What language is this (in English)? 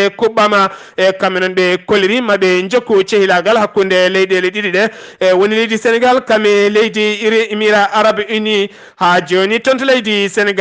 Fula